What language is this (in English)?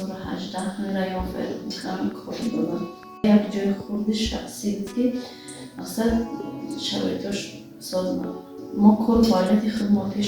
Tajik